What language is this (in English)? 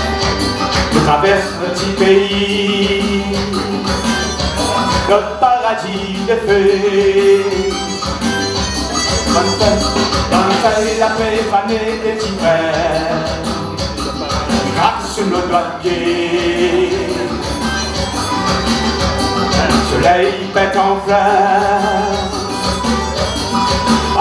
French